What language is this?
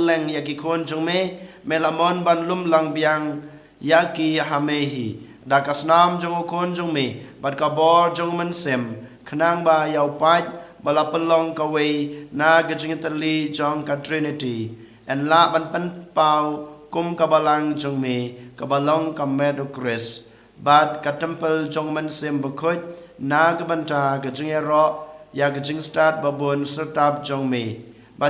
Khasi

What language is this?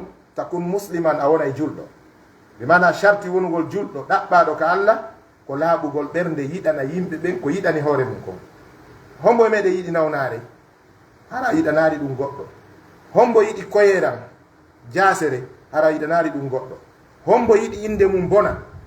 Pular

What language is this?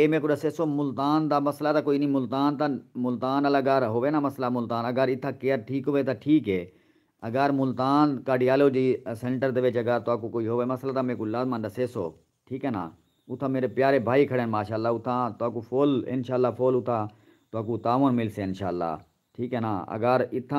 Saraiki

